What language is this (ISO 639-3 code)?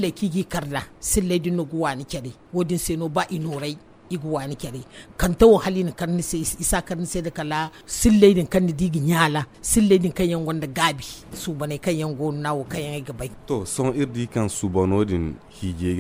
dje